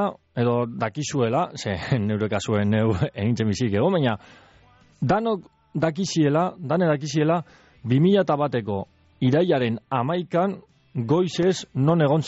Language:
Basque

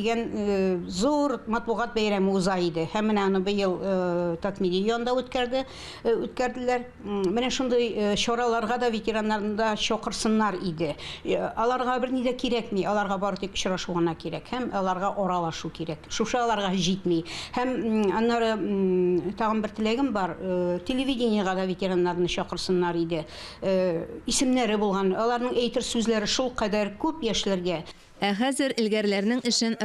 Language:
Tatar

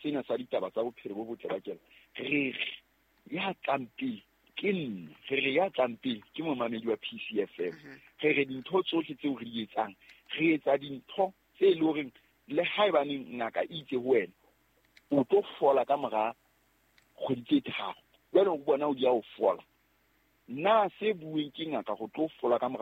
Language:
Southern Sotho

